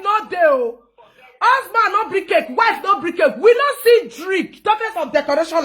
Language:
Nigerian Pidgin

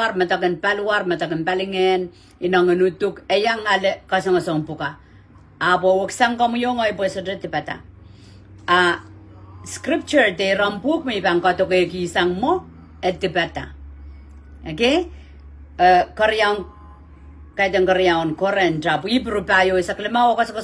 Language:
Pohnpeian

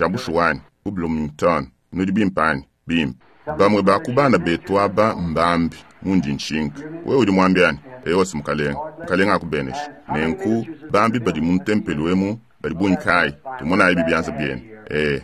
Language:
Luba-Lulua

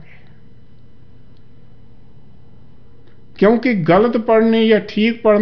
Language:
Punjabi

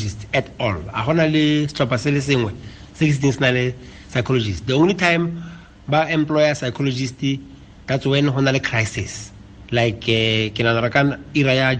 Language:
Tswana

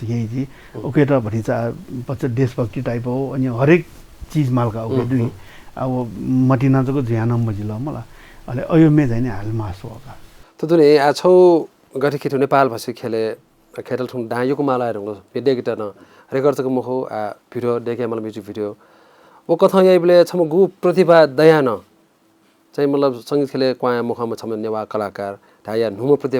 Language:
Newari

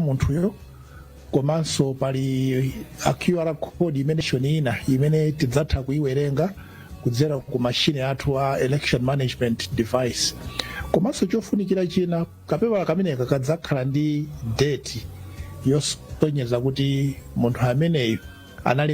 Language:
Nyanja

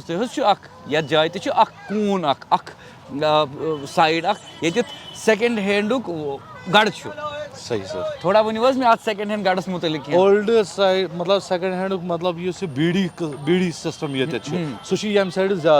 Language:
Kashmiri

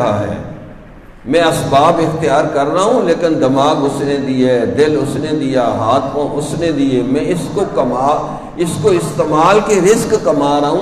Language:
Urdu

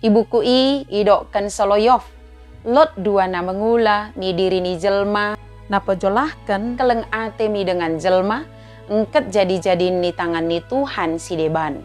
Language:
Batak Dairi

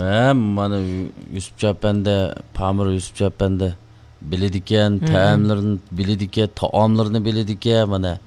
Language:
Uyghur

